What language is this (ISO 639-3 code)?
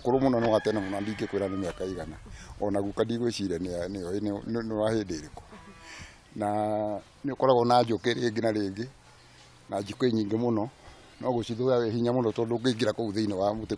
kik